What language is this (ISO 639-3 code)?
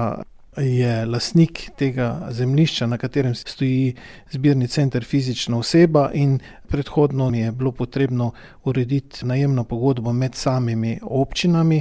slv